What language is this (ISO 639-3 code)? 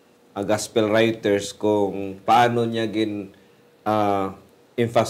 hil